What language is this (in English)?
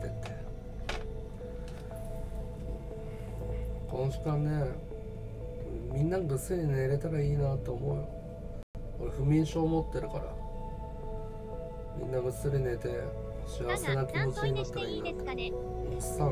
Japanese